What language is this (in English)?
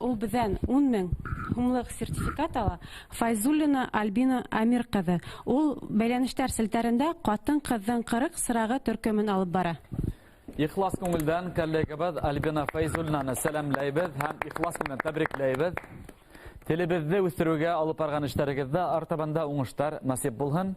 Bashkir